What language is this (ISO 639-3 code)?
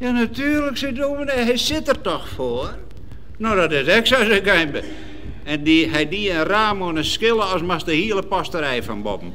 fry